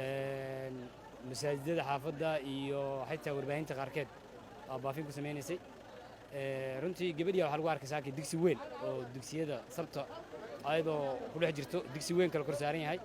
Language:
Somali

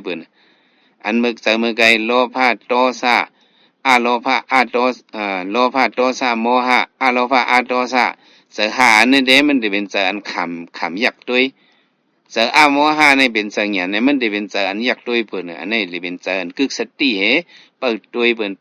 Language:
Shan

